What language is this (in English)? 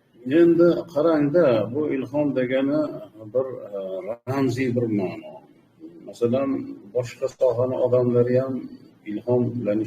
Uzbek